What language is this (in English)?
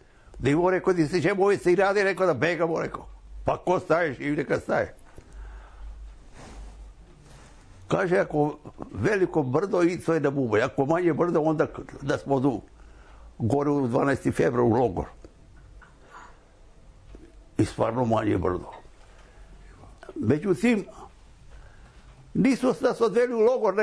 Serbian